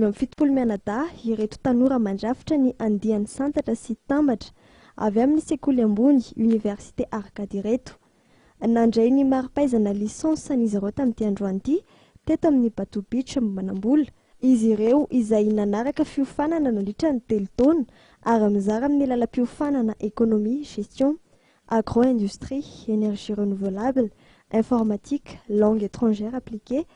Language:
Malagasy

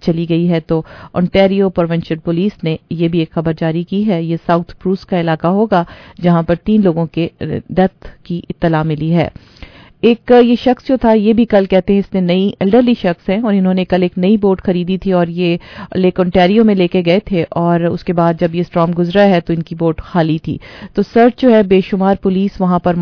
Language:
Urdu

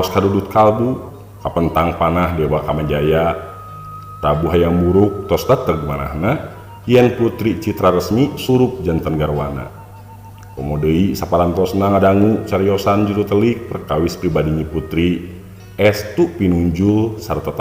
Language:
Sundanese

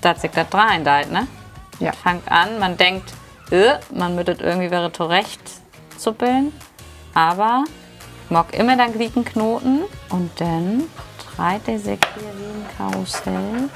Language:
Low German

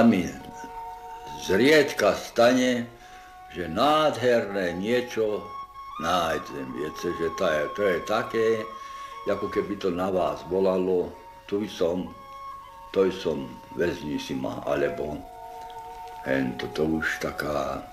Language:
Slovak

